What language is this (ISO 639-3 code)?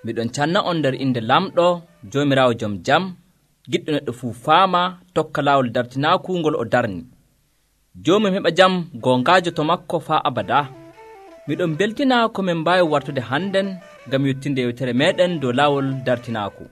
fuv